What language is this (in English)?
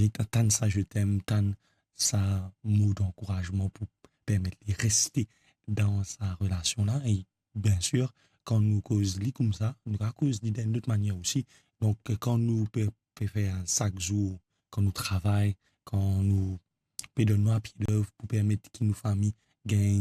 Morisyen